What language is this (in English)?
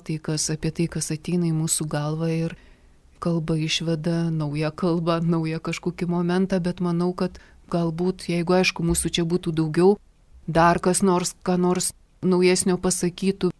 Lithuanian